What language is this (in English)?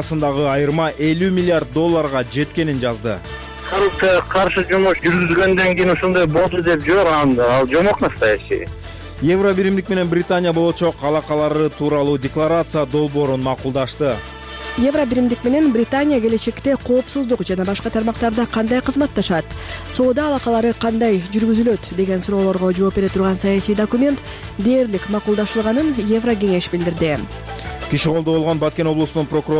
Kyrgyz